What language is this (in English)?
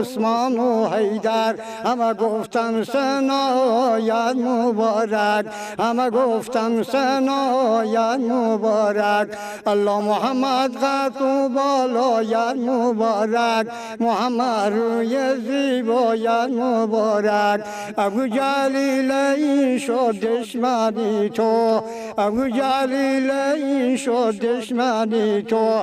Persian